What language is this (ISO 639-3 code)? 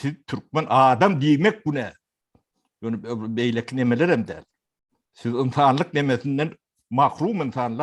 tuk